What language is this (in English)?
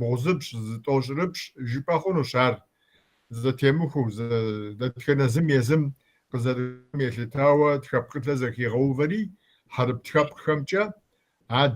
Kabardian